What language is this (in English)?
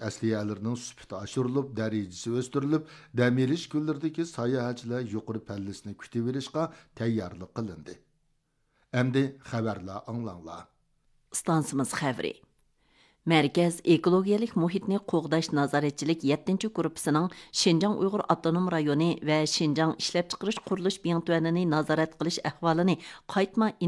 Uyghur